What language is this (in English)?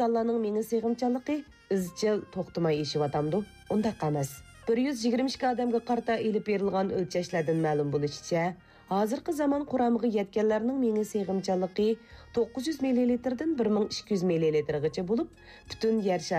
Uyghur